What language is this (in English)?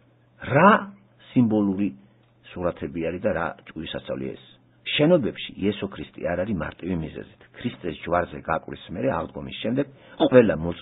Georgian